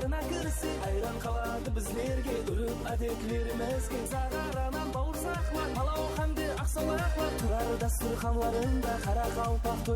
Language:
Kara-Kalpak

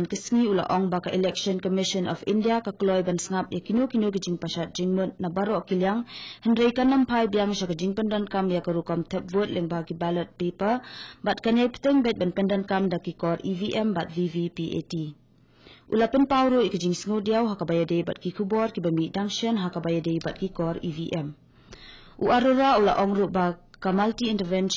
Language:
Khasi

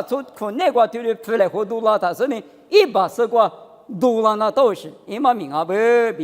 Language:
Lisu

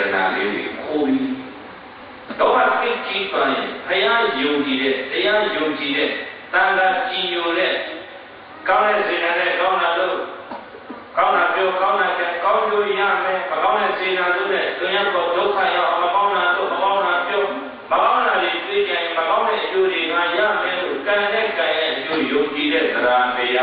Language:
Burmese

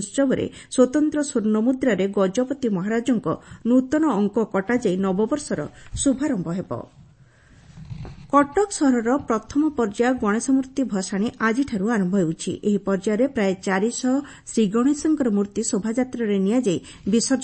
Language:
Odia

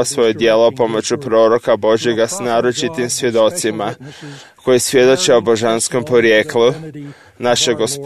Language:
Croatian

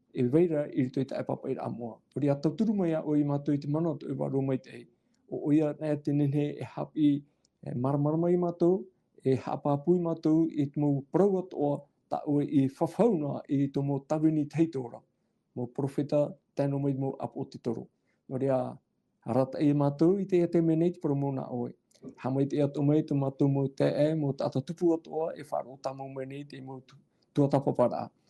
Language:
Tahitian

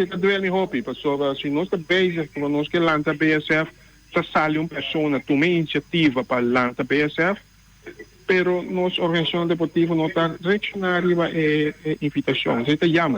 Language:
Papiamento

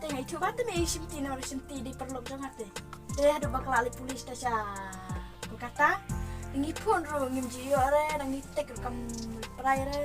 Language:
Khasi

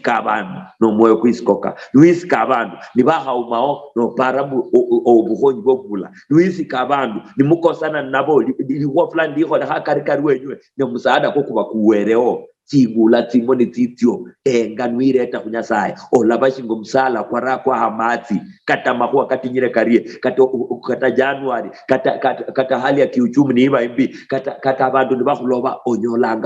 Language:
Luyia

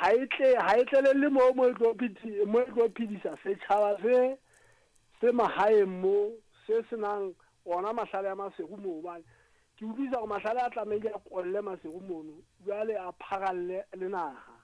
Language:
Southern Sotho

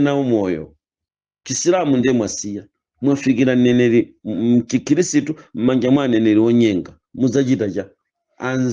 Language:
Nyanja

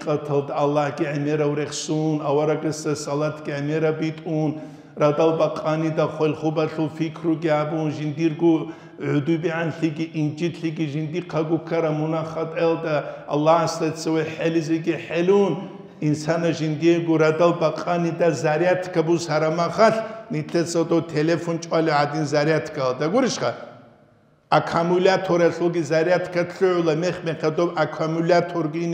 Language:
Avaric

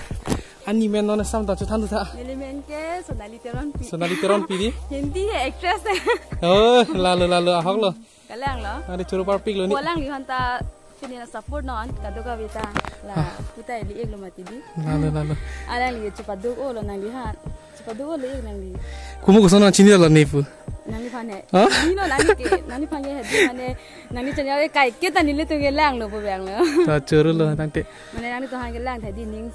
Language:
Karbi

